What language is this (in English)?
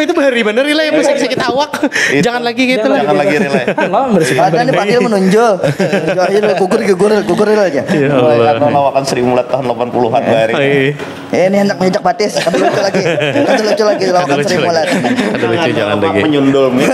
Banjar